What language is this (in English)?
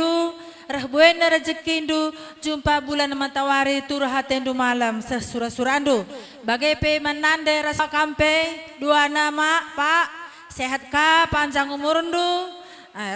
Batak Karo